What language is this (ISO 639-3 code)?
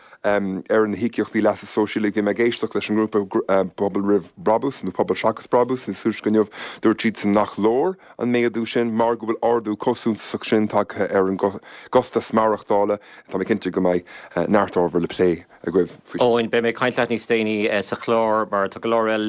gle